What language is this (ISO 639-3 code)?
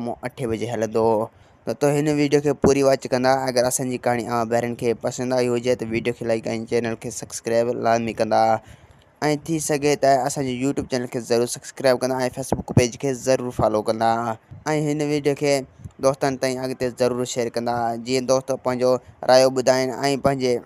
snd